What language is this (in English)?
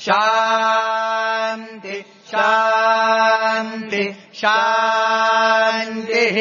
Sanskrit